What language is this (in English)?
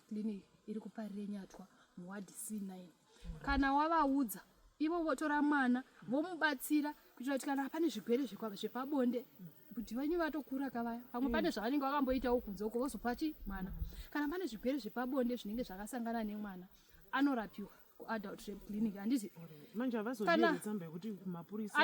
Shona